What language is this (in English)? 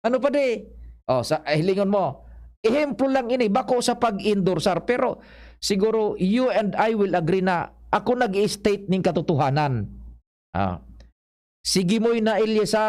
Bikol